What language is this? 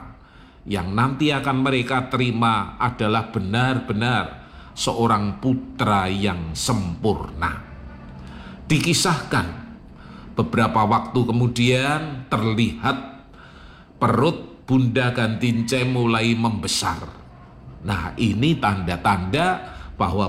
Indonesian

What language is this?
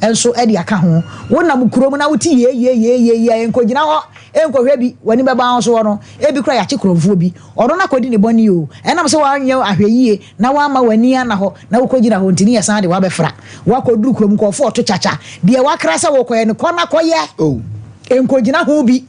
Akan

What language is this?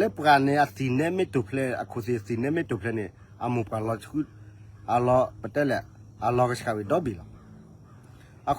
S'gaw Karen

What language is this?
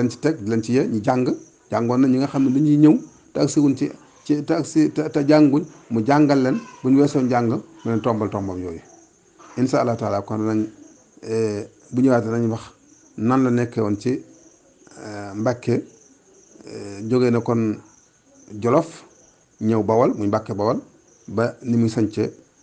Wolof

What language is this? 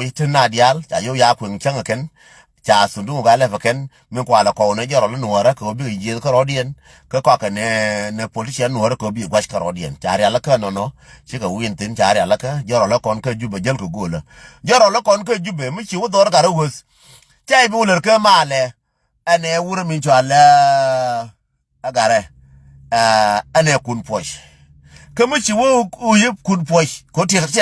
Nuer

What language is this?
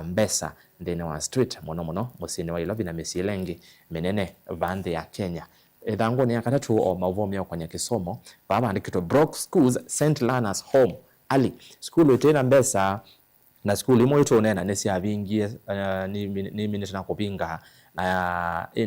Kamba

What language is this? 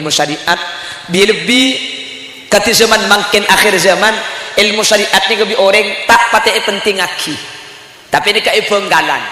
Madurese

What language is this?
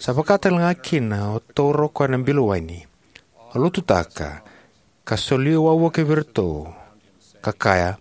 Fijian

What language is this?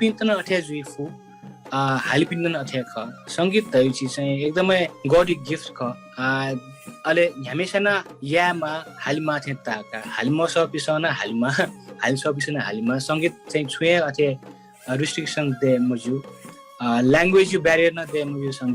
Newari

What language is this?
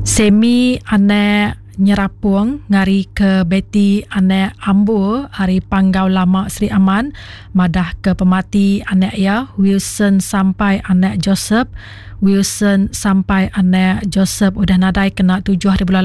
Iban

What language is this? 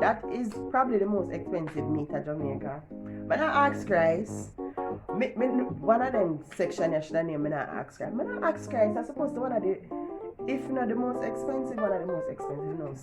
Jamaican Creole English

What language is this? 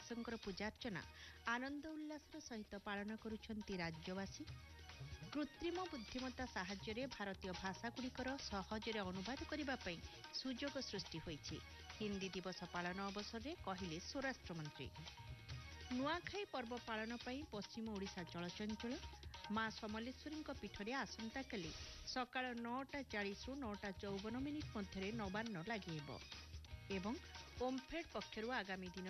Odia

